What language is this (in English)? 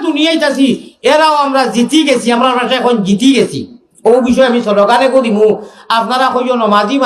Sylheti